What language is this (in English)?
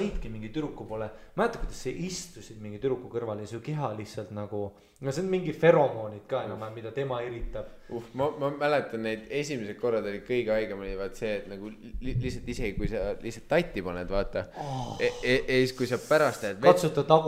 Estonian